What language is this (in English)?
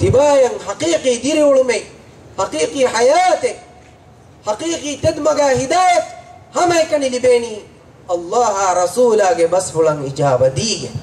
Divehi